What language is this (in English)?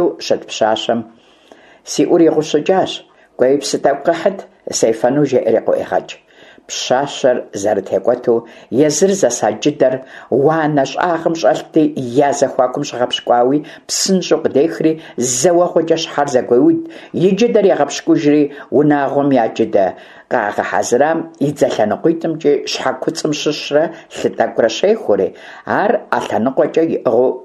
Kabardian